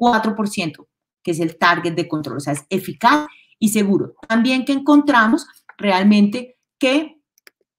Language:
Spanish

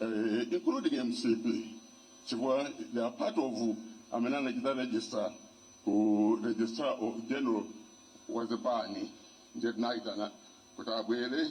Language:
Nyanja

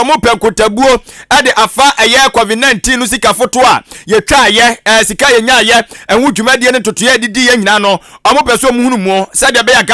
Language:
Akan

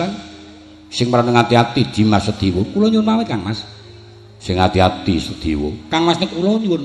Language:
Javanese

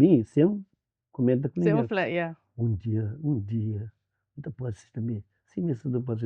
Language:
Kabuverdianu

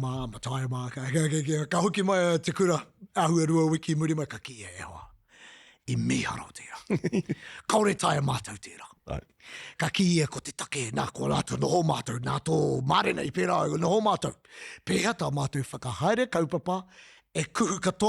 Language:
Māori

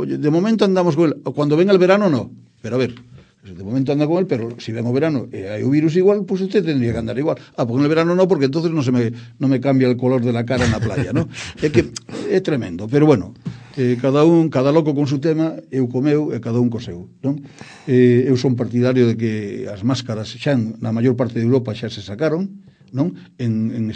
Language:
Galician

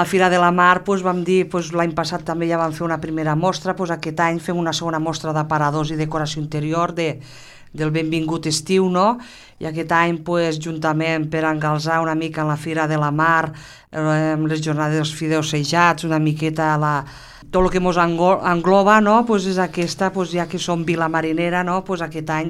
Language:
Catalan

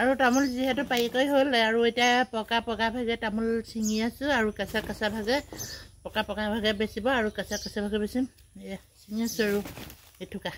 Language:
Assamese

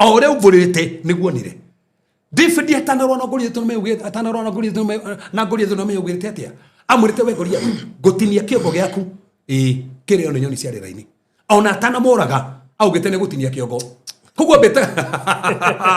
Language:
Kikuyu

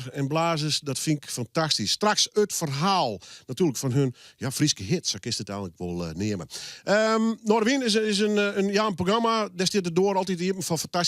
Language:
Western Frisian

